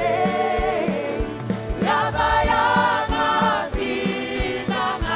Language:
Fijian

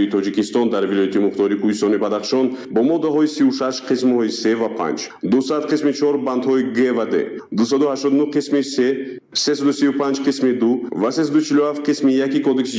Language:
Tajik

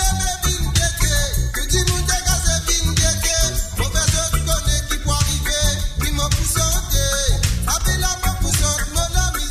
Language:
Morisyen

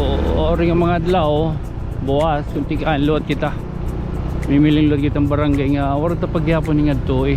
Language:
Waray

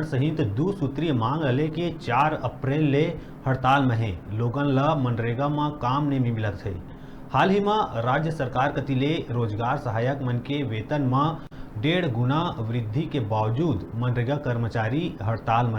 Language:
Chhattisgarhi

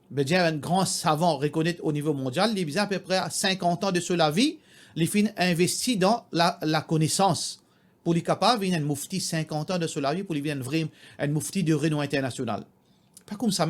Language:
Morisyen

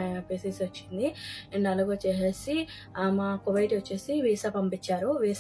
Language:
Telugu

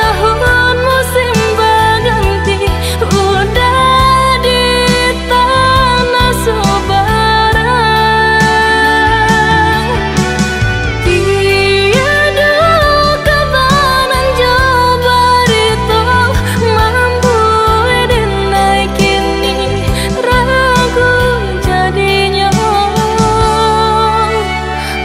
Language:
Minangkabau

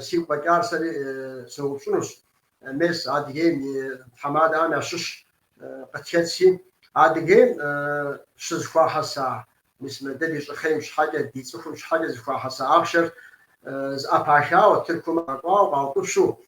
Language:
Kabardian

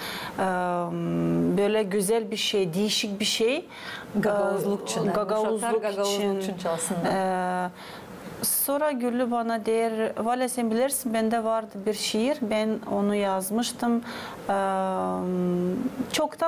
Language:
Gagauz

